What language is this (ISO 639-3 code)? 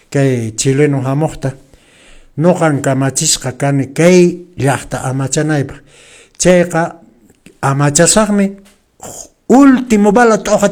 que